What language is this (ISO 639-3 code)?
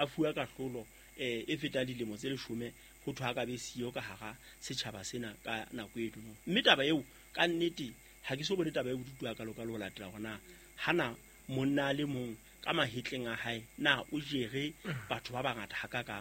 sot